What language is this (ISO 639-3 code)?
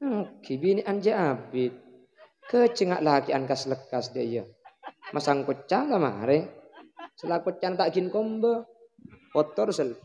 mad